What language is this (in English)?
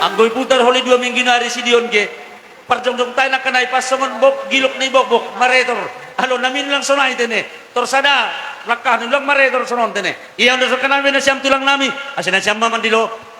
Batak Simalungun